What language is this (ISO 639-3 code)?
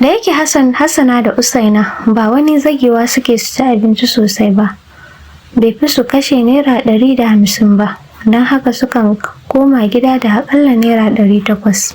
hau